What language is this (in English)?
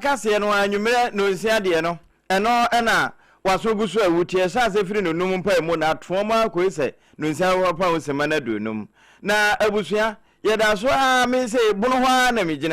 Akan